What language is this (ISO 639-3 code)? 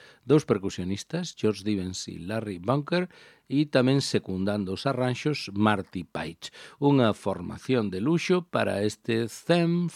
glg